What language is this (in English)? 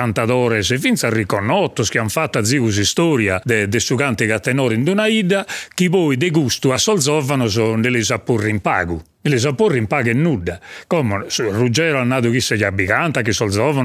Sardinian